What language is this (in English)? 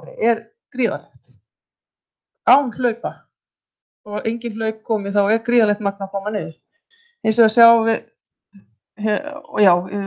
Icelandic